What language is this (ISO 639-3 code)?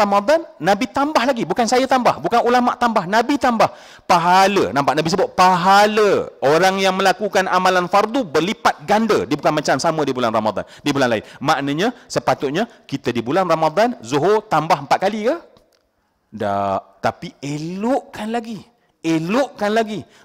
msa